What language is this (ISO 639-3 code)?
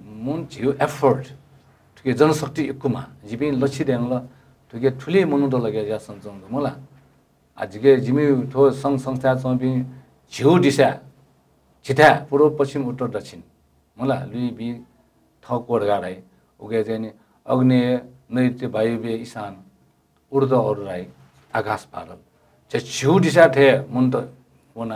new